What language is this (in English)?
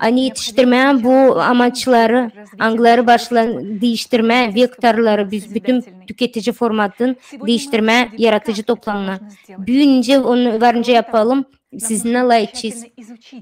Gagauz